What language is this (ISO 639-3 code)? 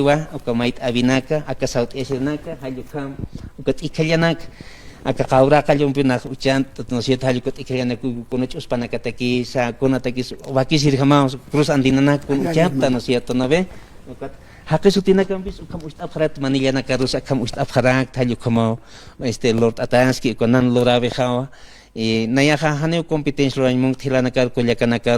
aym